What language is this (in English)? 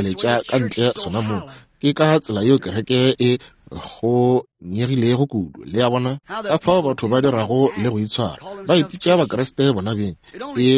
Northern Sotho